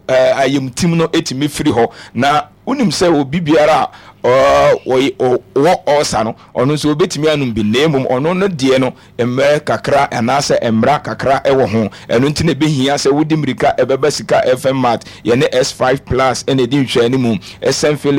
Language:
Akan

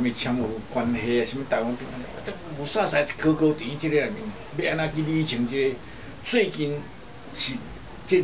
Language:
Min Nan Chinese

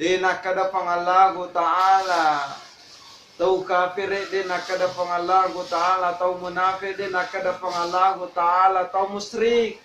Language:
Buginese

